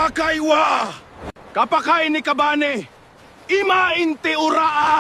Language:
Gilbertese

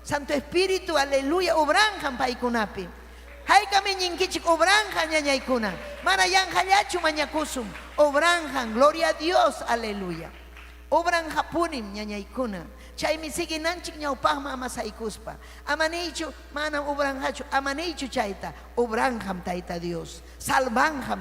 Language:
Ayacucho Quechua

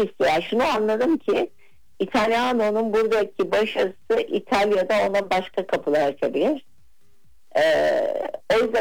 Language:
Turkish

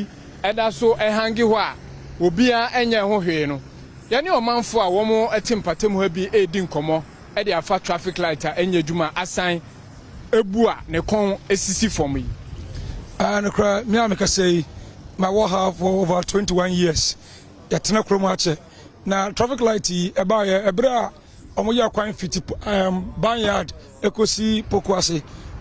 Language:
Akan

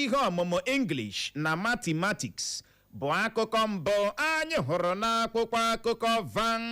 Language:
Igbo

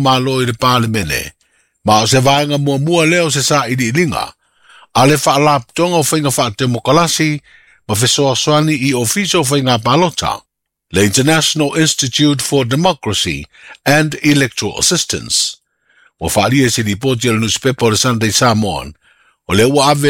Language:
Samoan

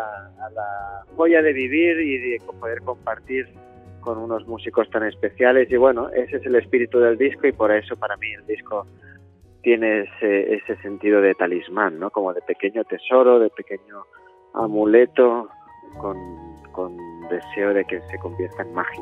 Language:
Spanish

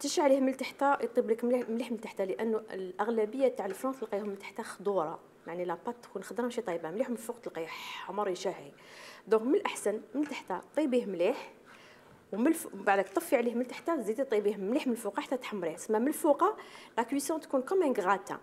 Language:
Algerian Arabic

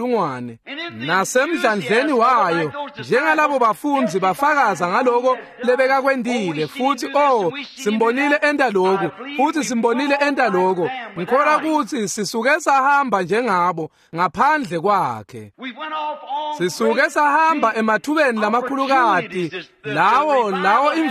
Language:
Swati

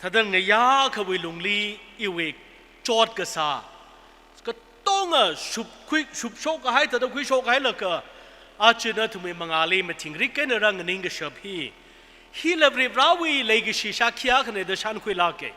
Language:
Tangkhul Naga (India)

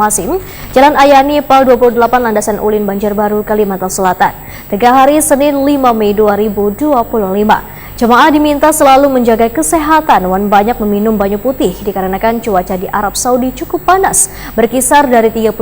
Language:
Banjar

